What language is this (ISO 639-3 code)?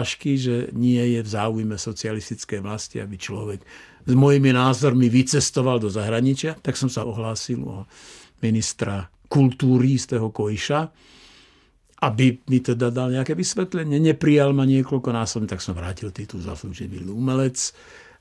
slk